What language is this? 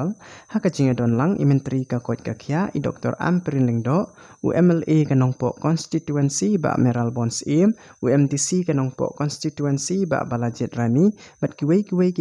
Khasi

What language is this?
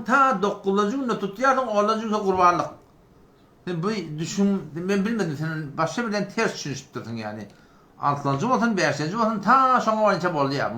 Turkmen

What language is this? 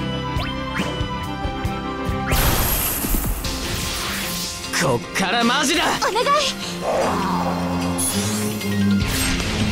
Japanese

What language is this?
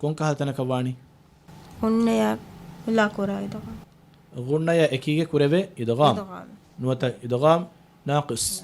Divehi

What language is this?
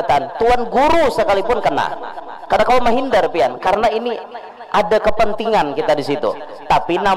Banjar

